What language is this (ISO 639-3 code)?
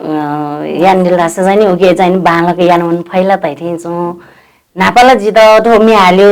new